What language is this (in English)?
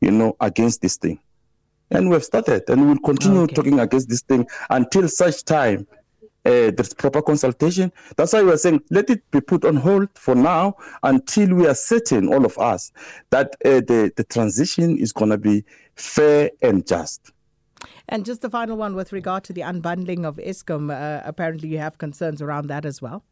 English